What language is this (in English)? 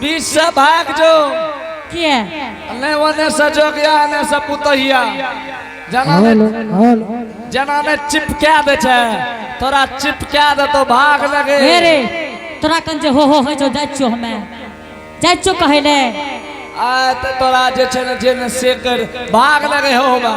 Angika